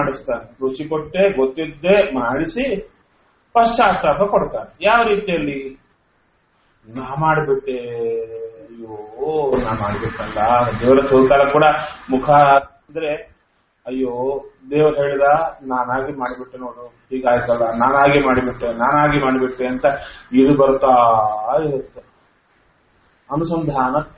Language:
Kannada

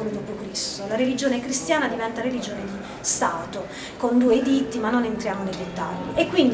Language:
Italian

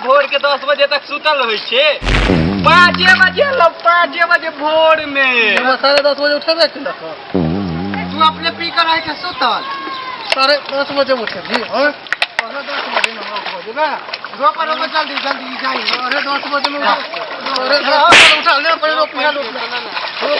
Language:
Maithili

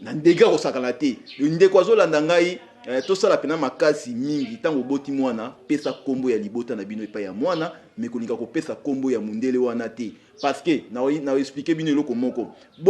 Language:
Lingala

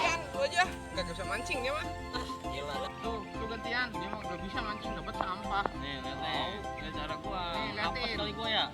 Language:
Betawi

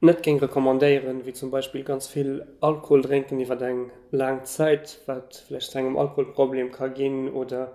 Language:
Luxembourgish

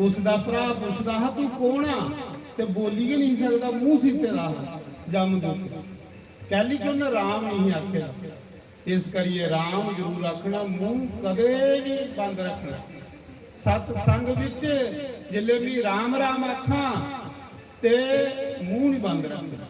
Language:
Dogri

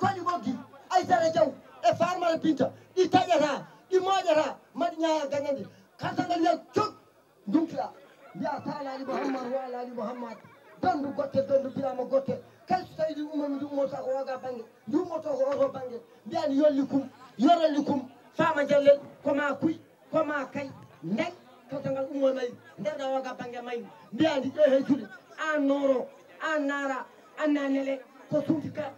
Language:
Fula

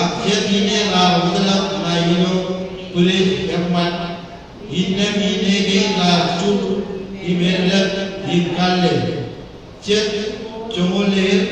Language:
Marshallese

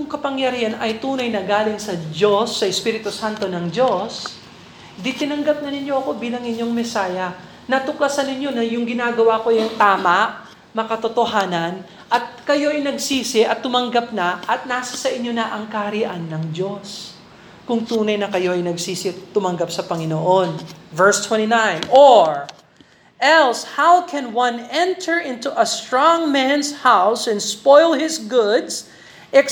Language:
Filipino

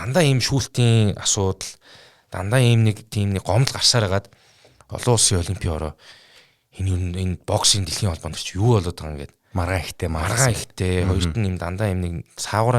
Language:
Mongolian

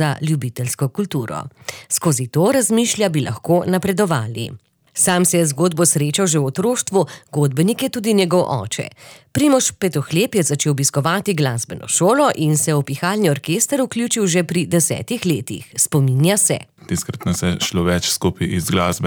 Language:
Slovenian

